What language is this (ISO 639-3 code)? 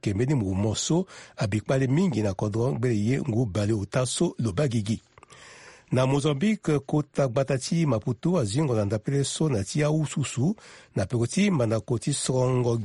sag